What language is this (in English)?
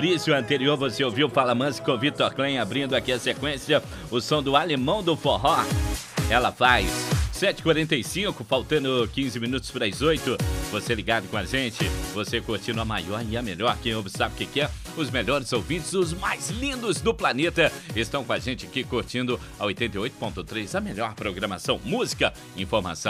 Portuguese